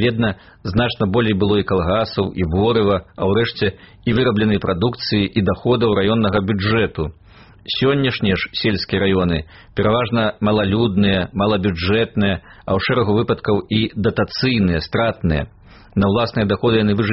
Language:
Belarusian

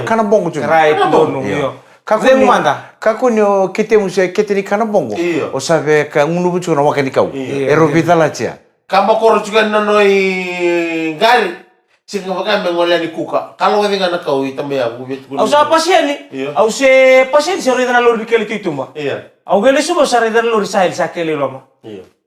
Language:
Fijian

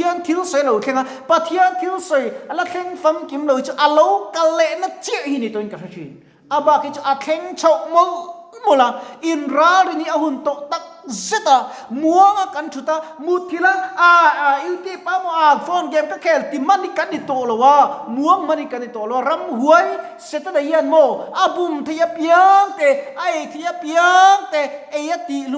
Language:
Mizo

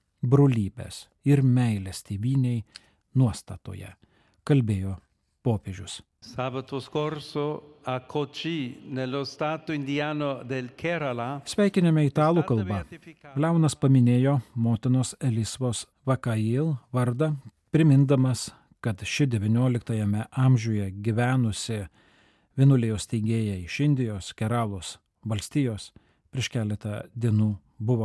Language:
Lithuanian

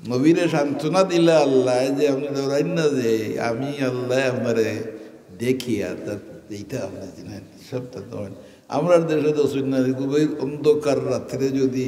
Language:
Sylheti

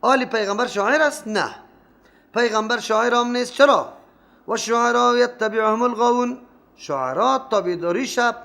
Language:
Persian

